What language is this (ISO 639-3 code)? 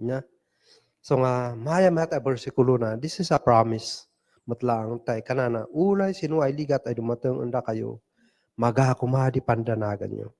kne